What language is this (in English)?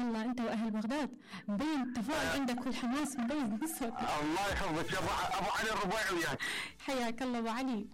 Mesopotamian Arabic